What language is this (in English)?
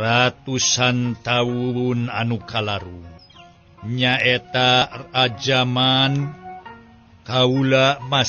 Sundanese